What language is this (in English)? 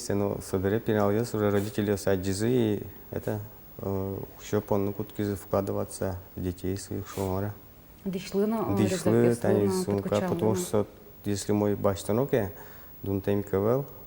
Udmurt